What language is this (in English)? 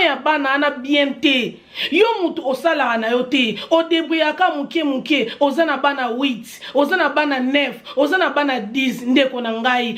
Lingala